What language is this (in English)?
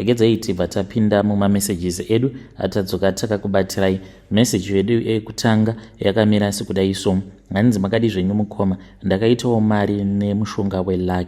Shona